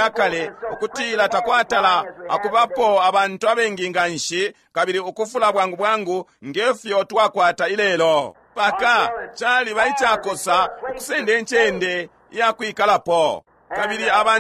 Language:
Bemba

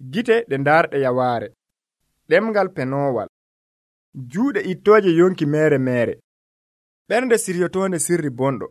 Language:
Nigerian Fulfulde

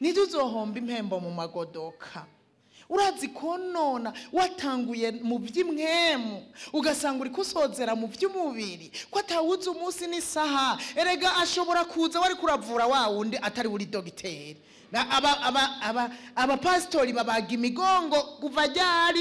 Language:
Rundi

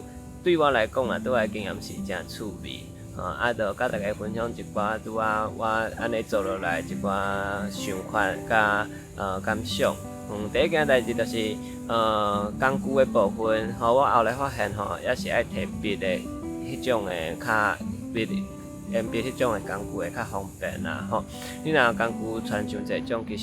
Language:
Min Nan Chinese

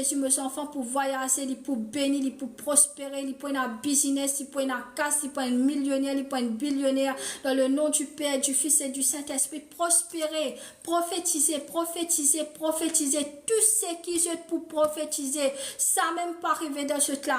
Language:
Morisyen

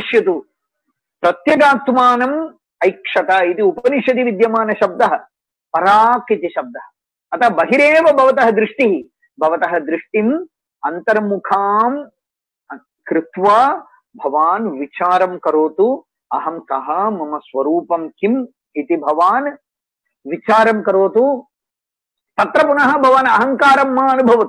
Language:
Sanskrit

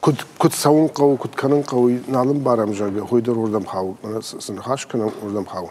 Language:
Ossetic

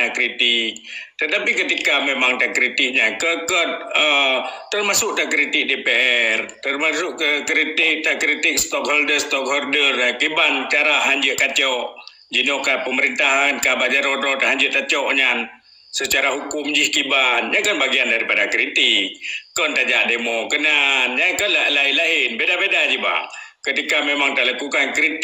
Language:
Achinese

